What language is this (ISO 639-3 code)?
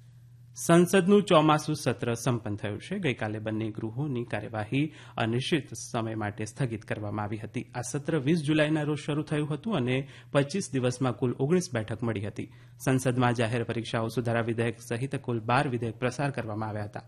guj